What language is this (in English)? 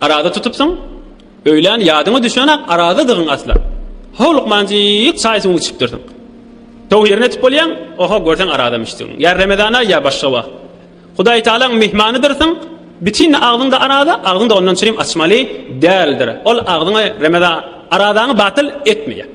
Turkmen